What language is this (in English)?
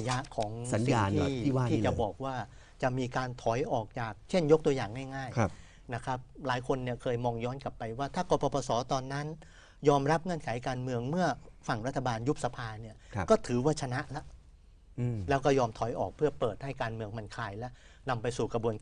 Thai